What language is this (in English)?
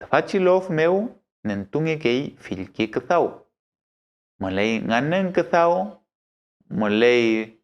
Mapuche